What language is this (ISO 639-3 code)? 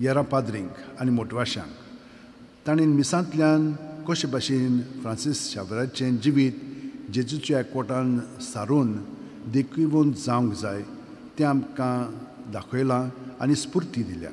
kok